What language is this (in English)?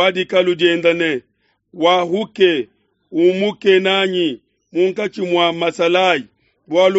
Luba-Lulua